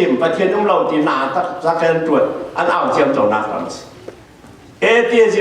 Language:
Falam Chin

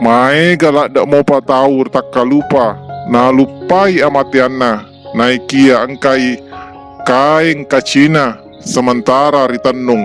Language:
Buginese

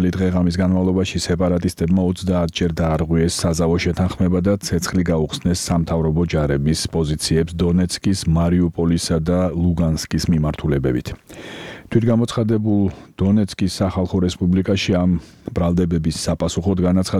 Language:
Georgian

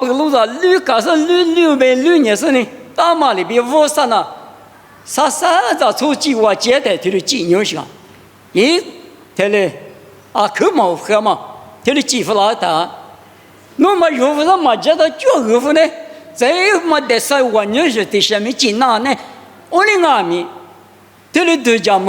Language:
Lisu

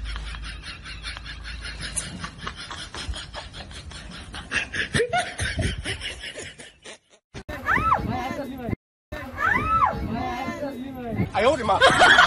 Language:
Bhojpuri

